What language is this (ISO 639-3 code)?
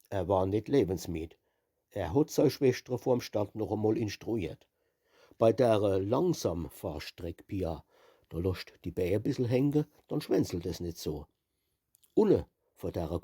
pfl